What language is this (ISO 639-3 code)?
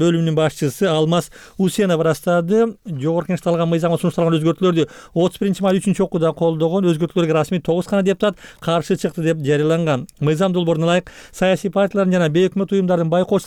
kir